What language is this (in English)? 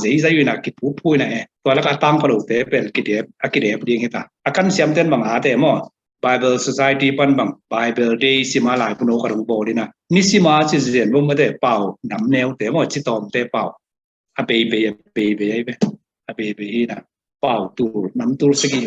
Tedim Chin